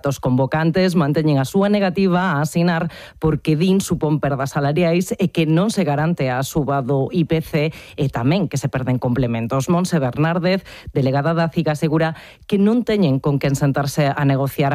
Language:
Galician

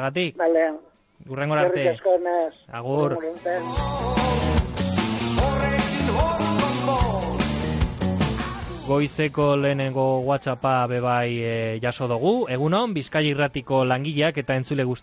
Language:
Basque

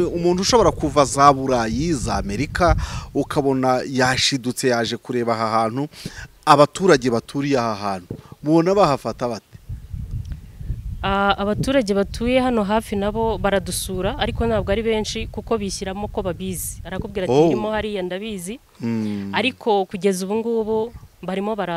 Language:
Kinyarwanda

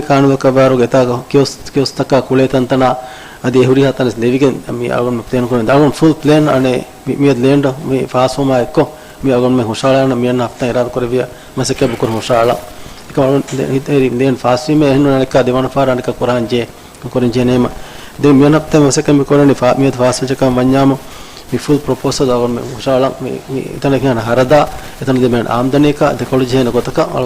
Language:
Divehi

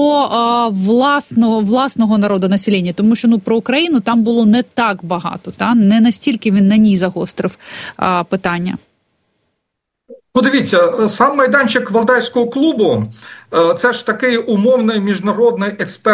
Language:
Ukrainian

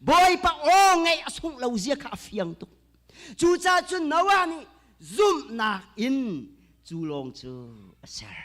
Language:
Hakha Chin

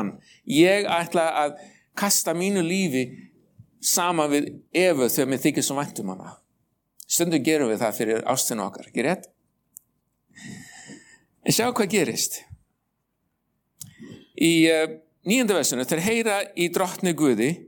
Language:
Icelandic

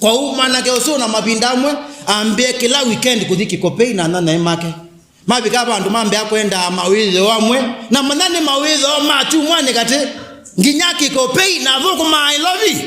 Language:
Kamba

